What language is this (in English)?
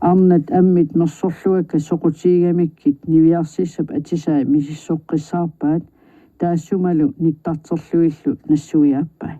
Kalaallisut